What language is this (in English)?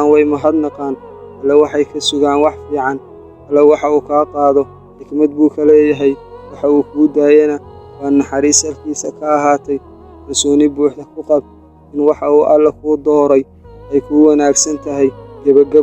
Somali